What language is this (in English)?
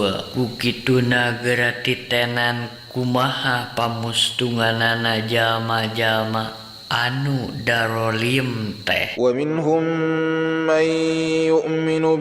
Sundanese